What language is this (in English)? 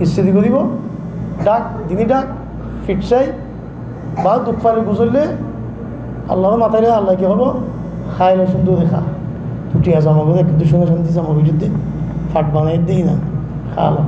Rohingya